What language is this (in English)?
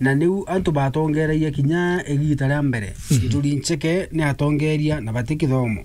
Meru